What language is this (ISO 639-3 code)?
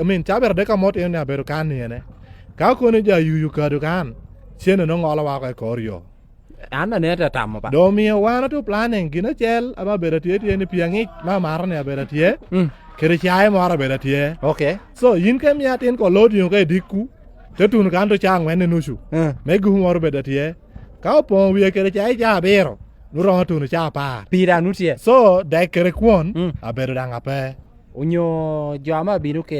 laj